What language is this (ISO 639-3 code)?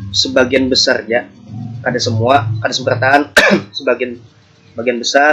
bjn